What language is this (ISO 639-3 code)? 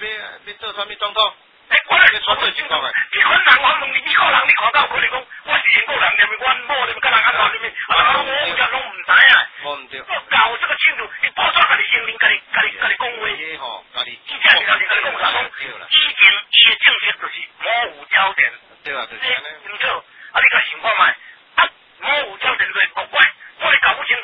nan